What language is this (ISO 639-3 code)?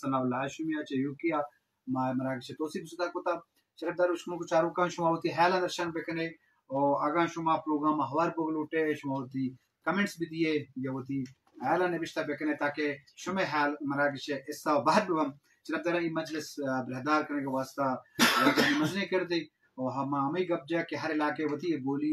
bgp